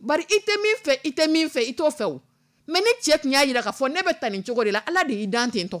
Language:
Dyula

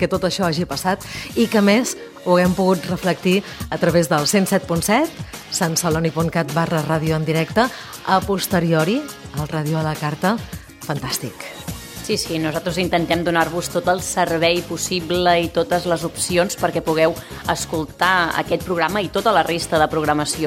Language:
Catalan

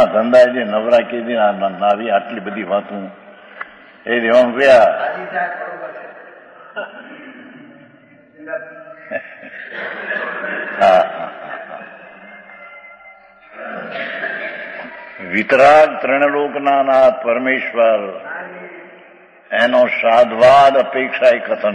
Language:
Gujarati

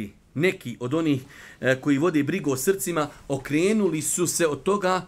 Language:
Bosnian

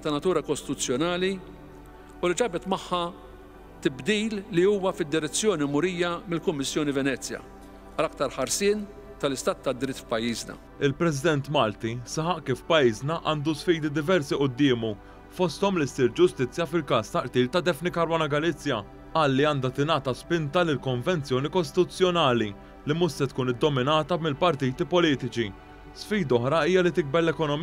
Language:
Maltese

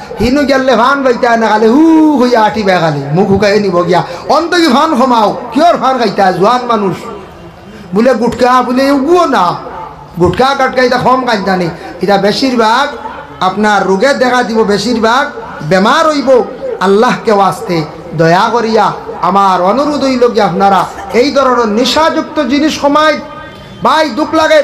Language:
Sylheti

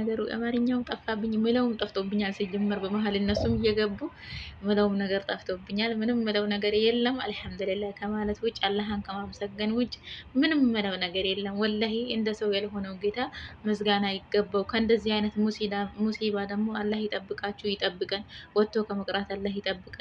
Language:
Amharic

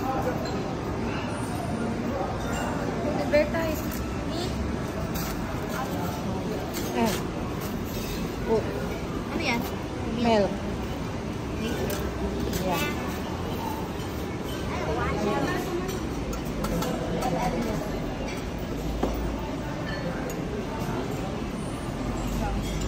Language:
Filipino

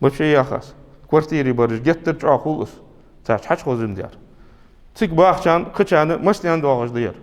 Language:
Ingush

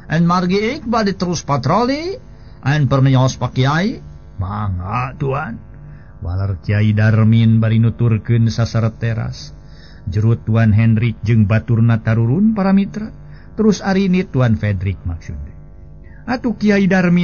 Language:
Sundanese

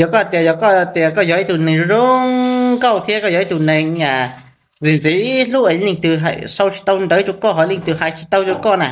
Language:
Hmong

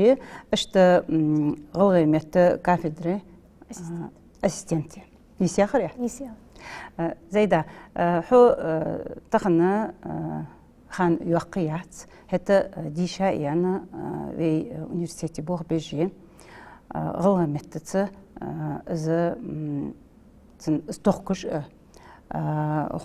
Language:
Ingush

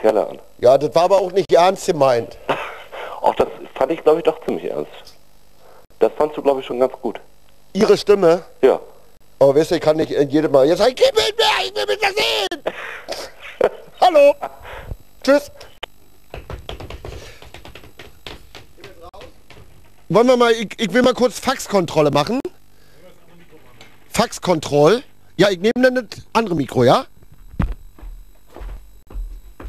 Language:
German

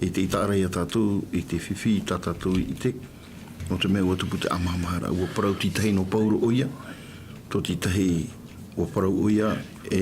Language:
Tahitian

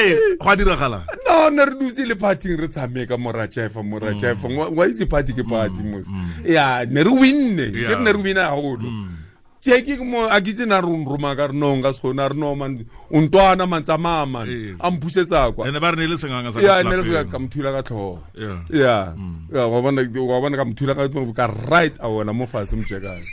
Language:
Tswana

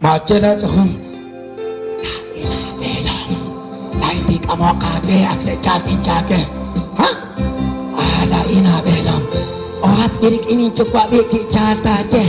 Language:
Kekchí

